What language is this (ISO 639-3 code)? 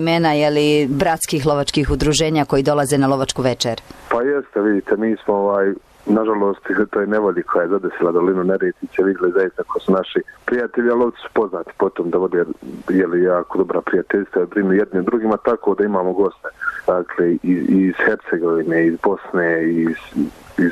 bos